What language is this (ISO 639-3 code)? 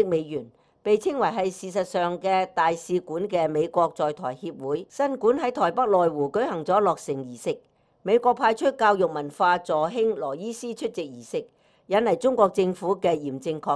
yue